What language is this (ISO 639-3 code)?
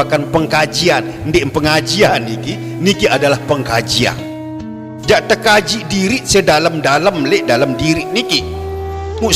sas